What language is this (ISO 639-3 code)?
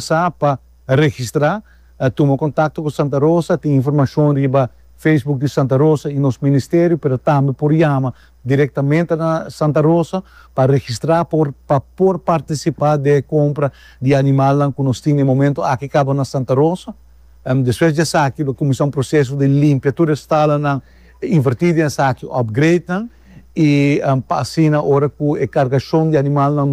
pap